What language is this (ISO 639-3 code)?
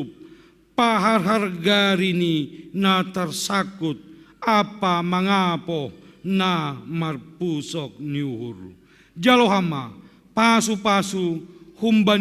bts